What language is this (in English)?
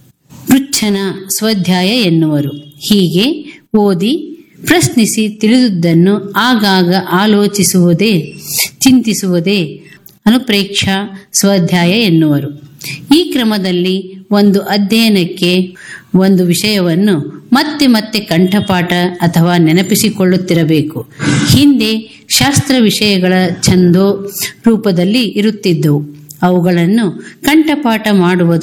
Kannada